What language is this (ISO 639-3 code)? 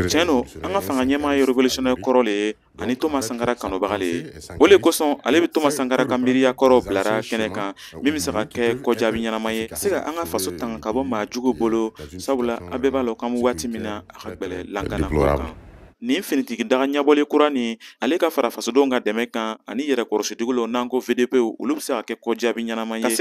bam